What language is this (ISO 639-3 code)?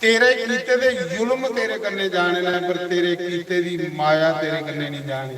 doi